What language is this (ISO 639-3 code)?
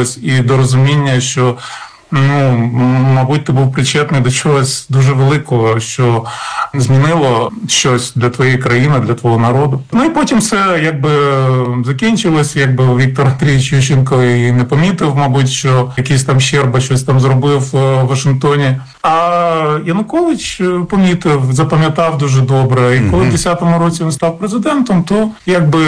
ukr